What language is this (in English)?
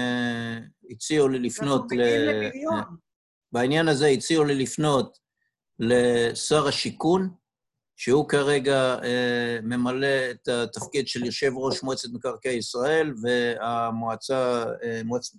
Hebrew